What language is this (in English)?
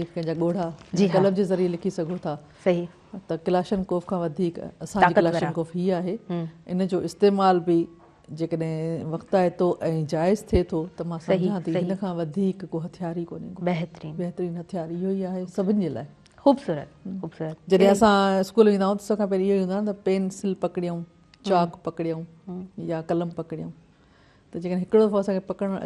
Sindhi